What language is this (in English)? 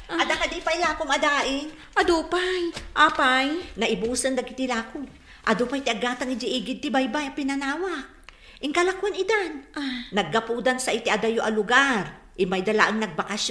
Iloko